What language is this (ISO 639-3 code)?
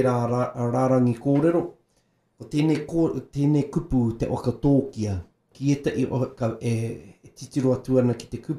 mri